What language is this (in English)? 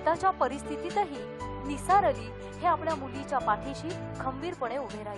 Marathi